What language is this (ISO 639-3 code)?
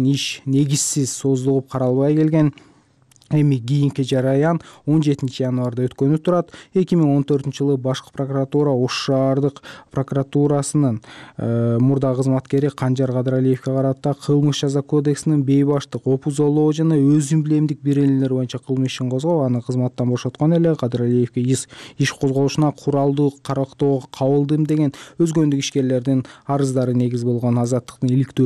kir